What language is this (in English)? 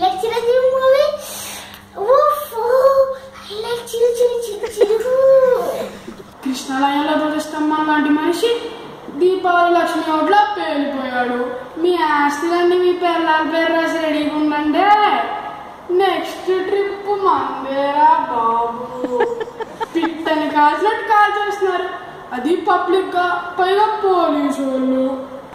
Telugu